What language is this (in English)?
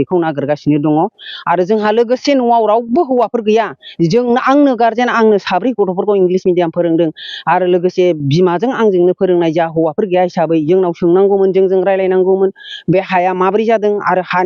Bodo